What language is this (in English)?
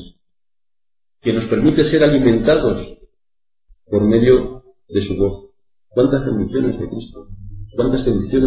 Spanish